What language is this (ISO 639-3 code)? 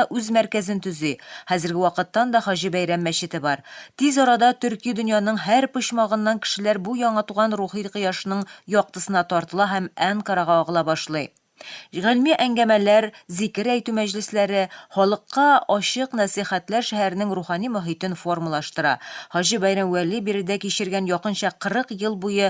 tat